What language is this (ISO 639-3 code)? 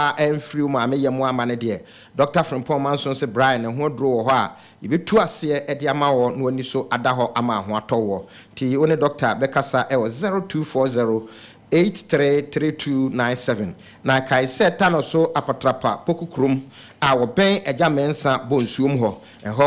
aka